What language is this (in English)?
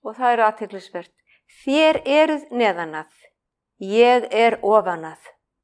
Icelandic